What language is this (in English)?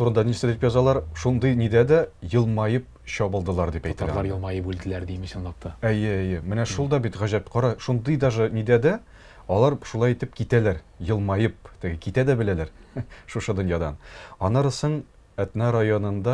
Tatar